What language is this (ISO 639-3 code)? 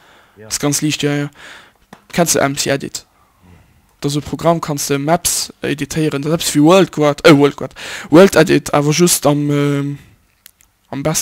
ltz